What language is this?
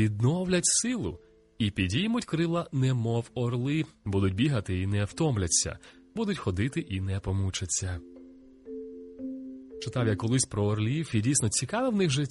Ukrainian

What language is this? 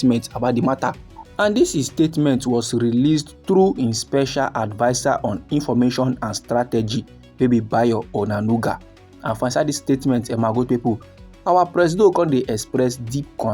Nigerian Pidgin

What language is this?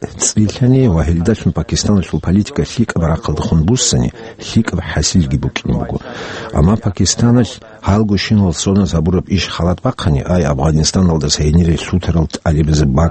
Avaric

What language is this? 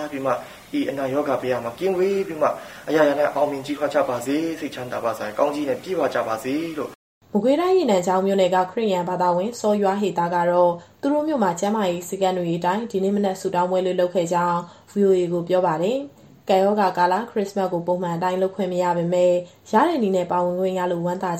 Burmese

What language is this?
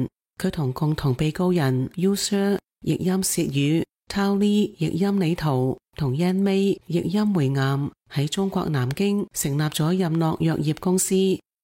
Cantonese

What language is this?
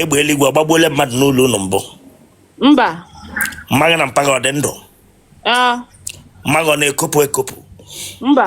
Igbo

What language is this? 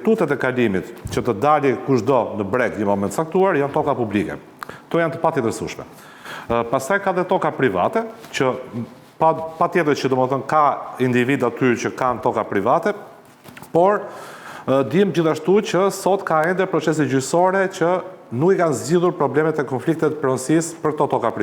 Albanian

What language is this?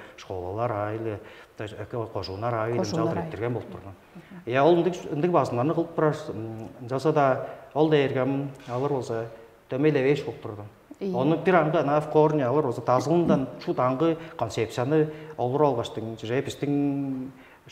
Tuvinian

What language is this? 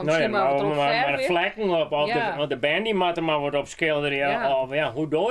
Western Frisian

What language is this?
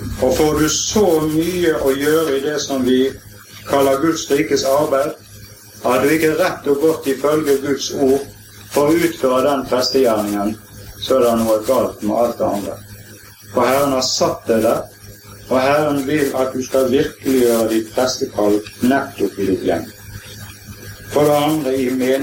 Norwegian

